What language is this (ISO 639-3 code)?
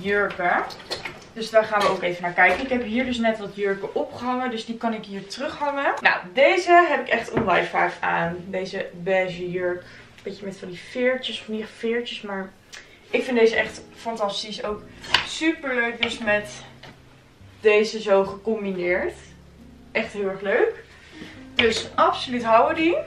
nld